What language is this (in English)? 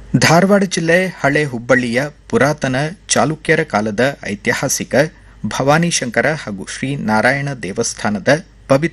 Kannada